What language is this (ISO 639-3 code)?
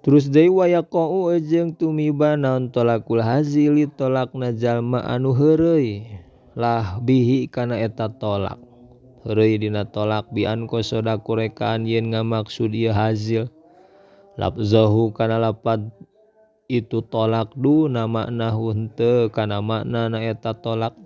sun